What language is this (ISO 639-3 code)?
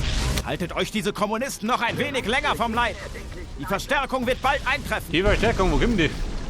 bar